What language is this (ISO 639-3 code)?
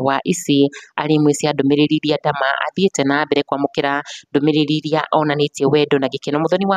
kik